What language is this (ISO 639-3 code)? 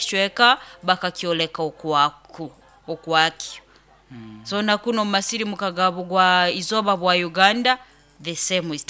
nyo